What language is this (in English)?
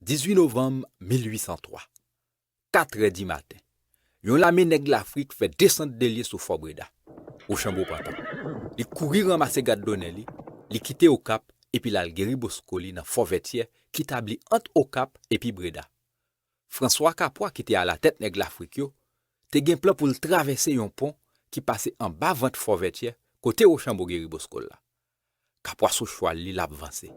Haitian Creole